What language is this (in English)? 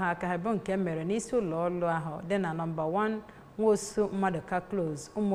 Igbo